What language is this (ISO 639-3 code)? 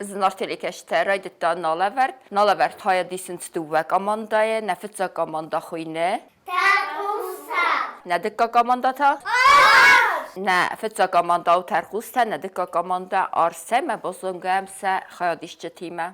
oss